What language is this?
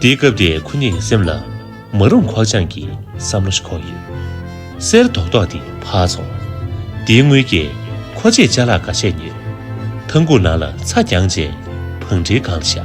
Tibetan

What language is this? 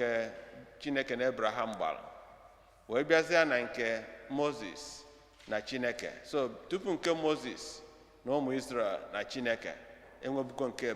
Igbo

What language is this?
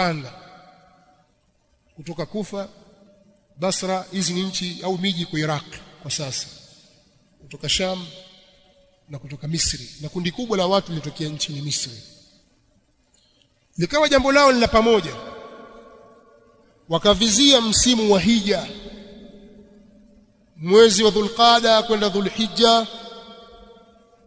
Swahili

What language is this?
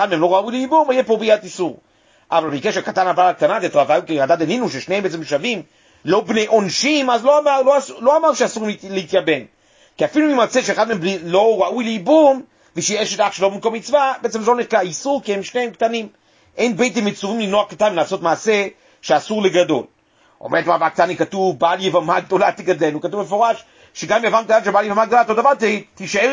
Hebrew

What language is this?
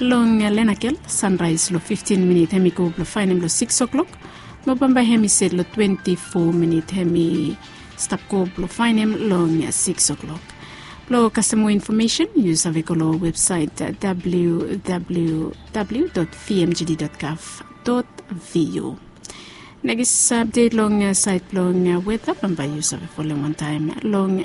Bislama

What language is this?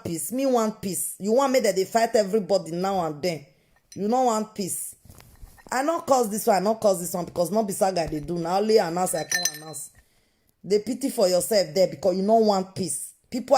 Nigerian Pidgin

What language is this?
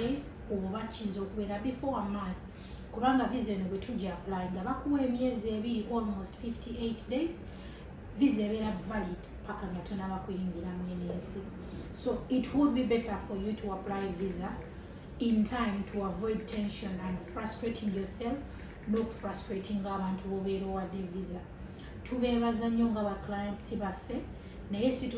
Ganda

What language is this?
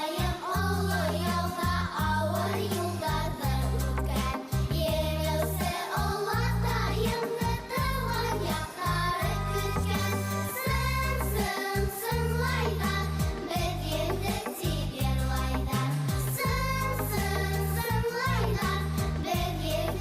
Bashkir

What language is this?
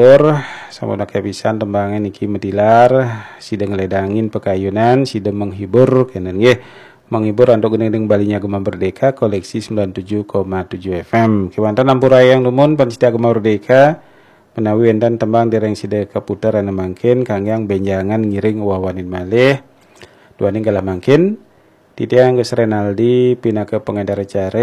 Balinese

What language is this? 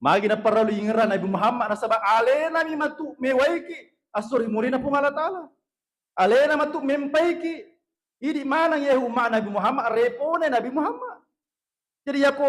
Buginese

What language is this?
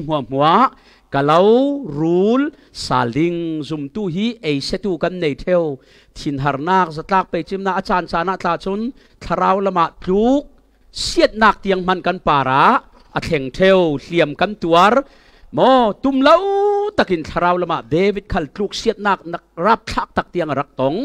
Falam Chin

